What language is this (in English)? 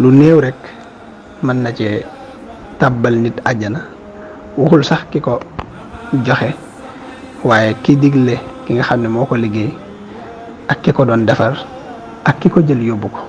Wolof